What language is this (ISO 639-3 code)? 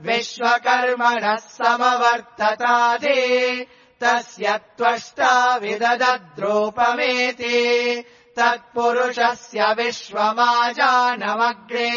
san